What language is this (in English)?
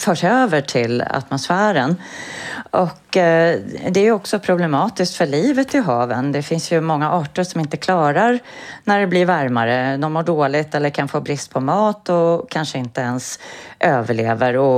Swedish